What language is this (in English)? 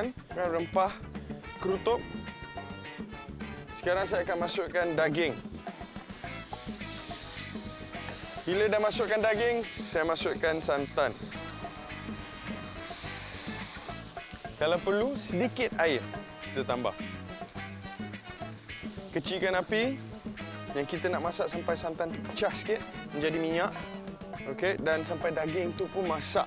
Malay